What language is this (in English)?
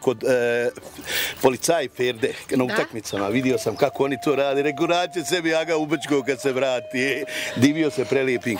Bosnian